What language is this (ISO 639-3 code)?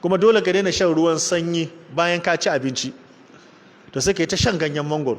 hau